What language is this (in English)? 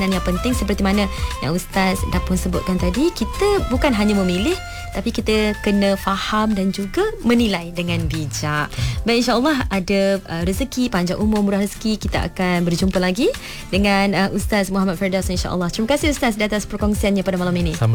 Malay